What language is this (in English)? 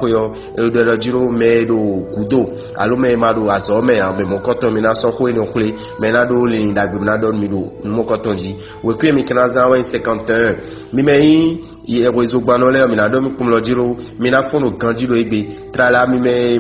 Fon